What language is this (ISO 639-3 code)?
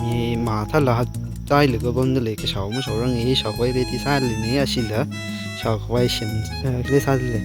nmf